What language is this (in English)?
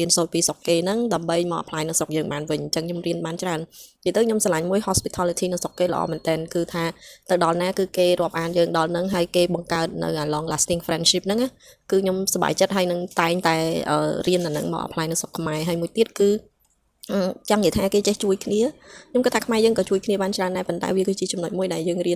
Khmer